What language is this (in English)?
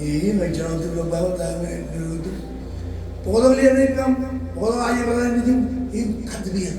Marshallese